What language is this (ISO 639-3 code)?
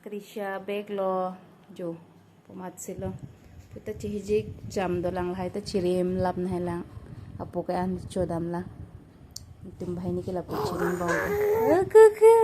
mjw